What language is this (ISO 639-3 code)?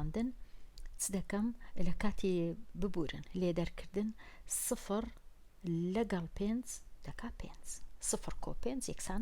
ckb